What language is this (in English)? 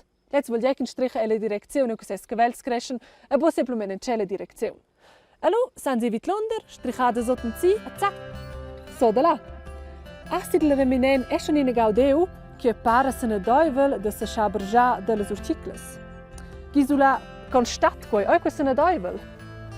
Romansh